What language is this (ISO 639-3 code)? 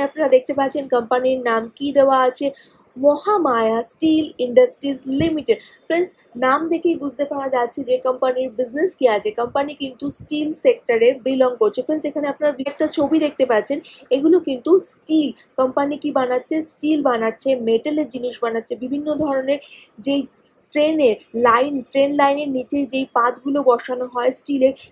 ben